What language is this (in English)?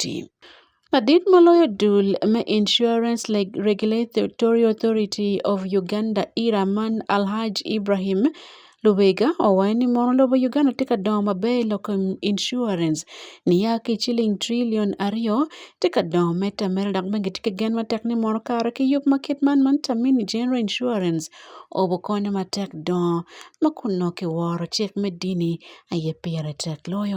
Acoli